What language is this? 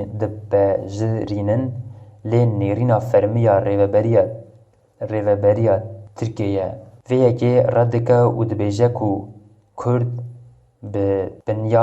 Kurdish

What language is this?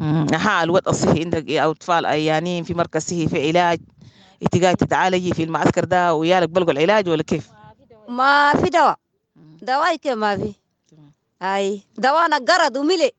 Sudanese Arabic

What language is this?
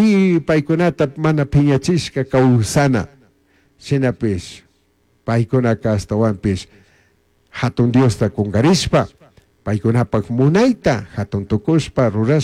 Chimborazo Highland Quichua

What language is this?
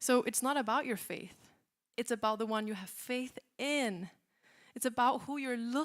English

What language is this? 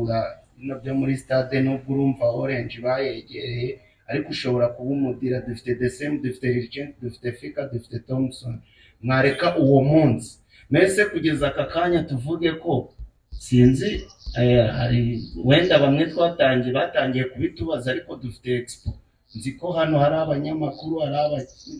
Kinyarwanda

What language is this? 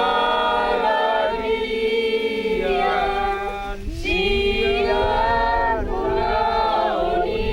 Batak Toba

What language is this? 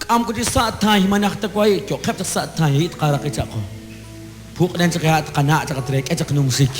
Kekchí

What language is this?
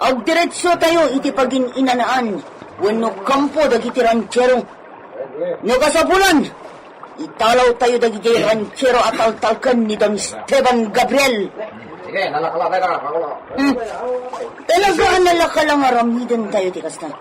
Iloko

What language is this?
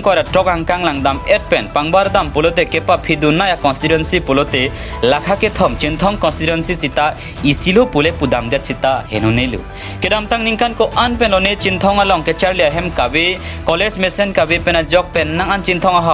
Karbi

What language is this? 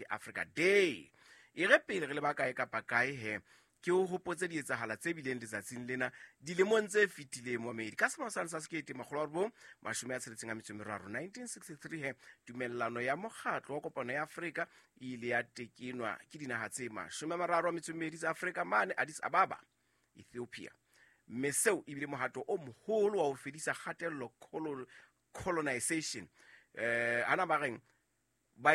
Southern Sotho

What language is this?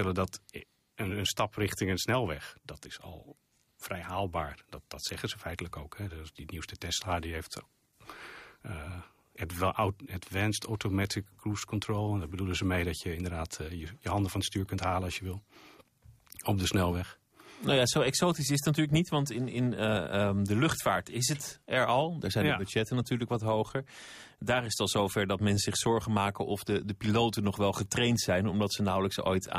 Dutch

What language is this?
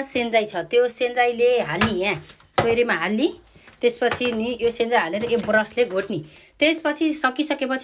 Nepali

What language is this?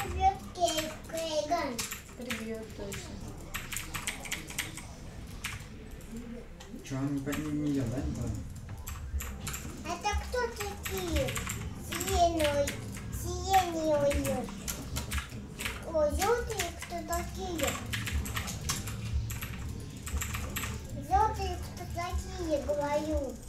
Russian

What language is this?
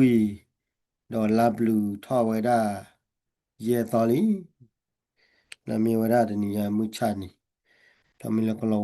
S'gaw Karen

